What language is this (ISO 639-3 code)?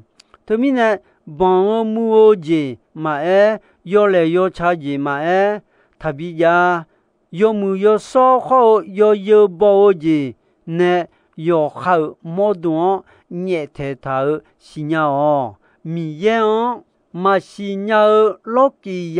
ahk